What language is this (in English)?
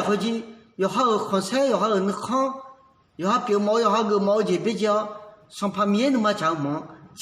Akha